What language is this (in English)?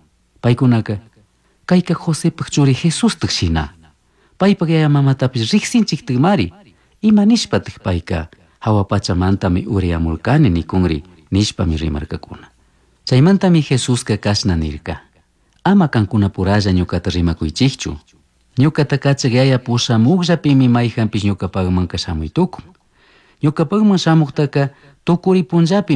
Chimborazo Highland Quichua